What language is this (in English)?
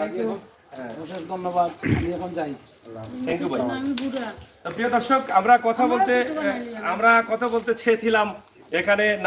Sylheti